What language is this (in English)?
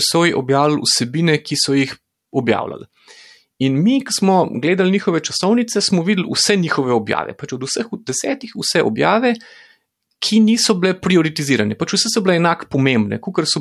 Slovenian